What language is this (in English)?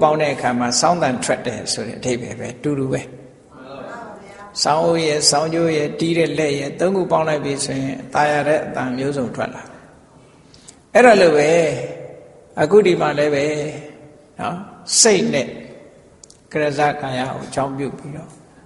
Burmese